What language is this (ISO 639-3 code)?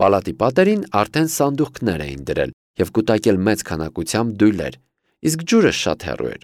hye